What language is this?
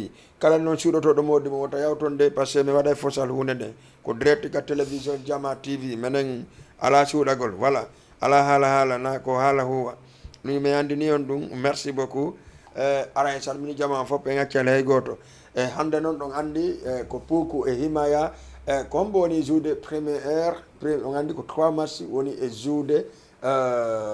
Fula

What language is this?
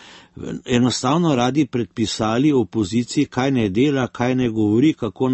Slovenian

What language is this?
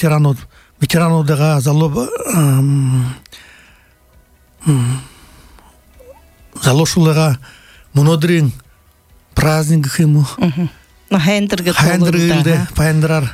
Buriat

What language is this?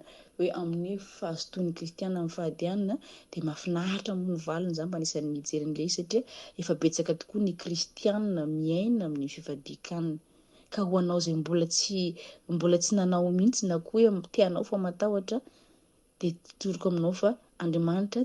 Malagasy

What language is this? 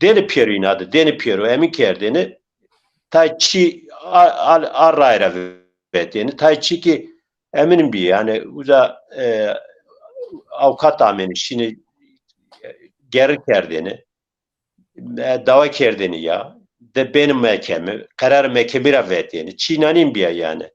Zaza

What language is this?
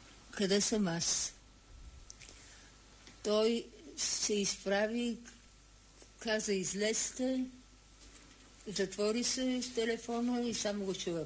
Bulgarian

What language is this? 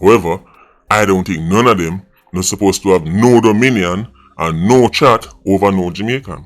Jamaican Creole English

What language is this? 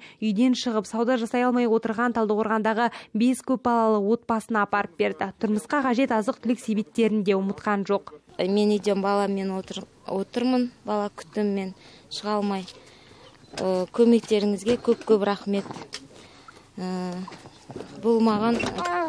Kazakh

